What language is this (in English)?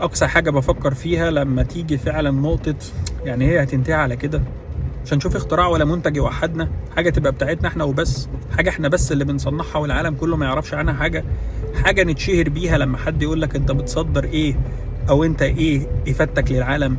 Egyptian Arabic